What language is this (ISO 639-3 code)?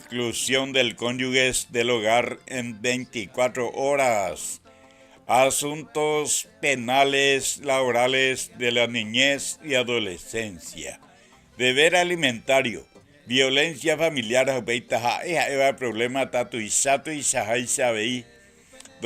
grn